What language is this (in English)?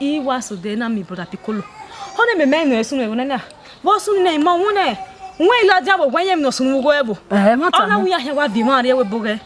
Bini